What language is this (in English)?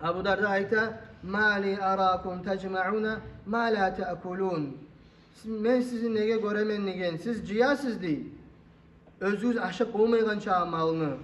Kumyk